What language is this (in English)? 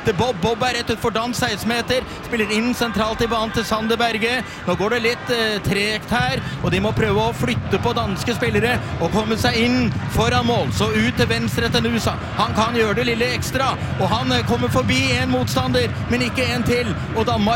Norwegian